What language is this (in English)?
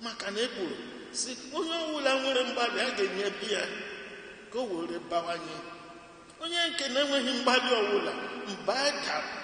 Igbo